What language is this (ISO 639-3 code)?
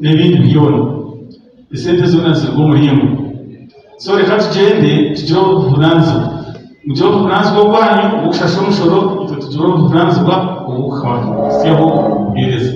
nyn